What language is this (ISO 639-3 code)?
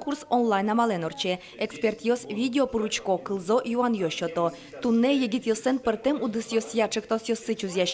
udm